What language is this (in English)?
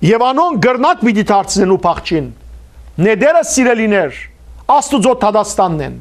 Western Armenian